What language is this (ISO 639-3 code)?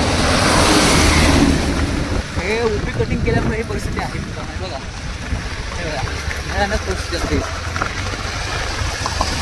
mar